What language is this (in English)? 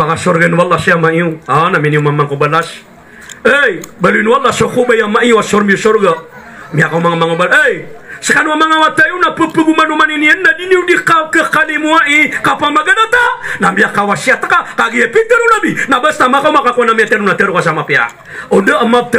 Maranao